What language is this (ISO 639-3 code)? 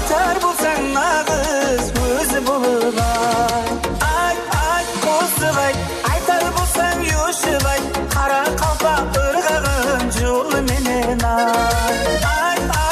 kaa